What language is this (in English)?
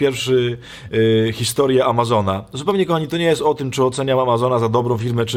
Polish